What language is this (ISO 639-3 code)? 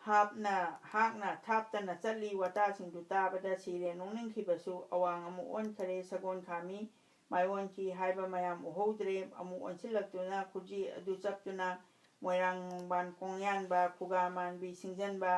mni